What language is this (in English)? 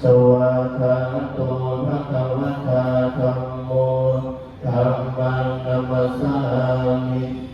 Pali